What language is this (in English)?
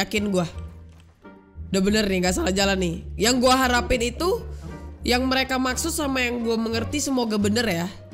Indonesian